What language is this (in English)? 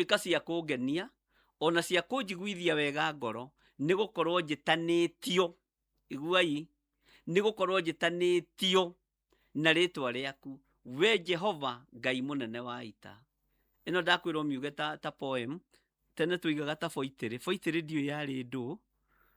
Kikuyu